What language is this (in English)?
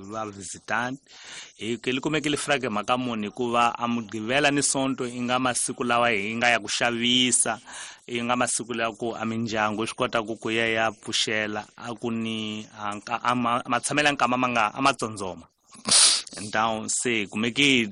Tsonga